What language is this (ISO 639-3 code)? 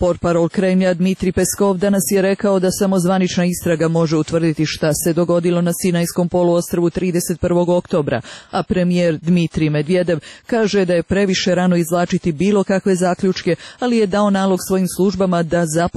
srp